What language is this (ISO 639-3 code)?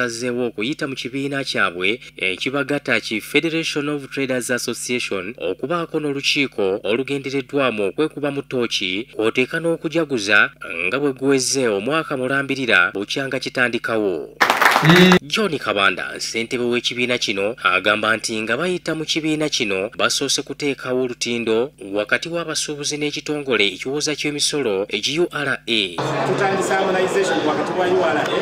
lug